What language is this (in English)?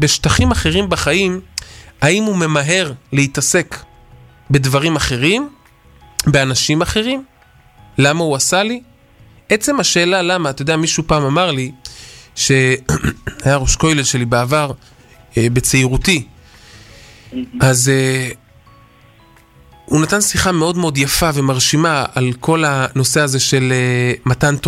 Hebrew